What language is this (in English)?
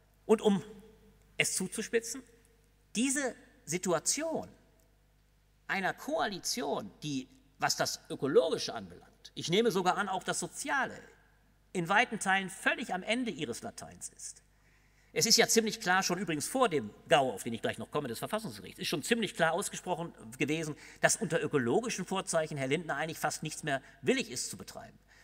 German